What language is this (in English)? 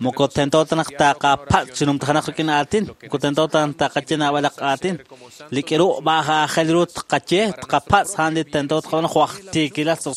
Kekchí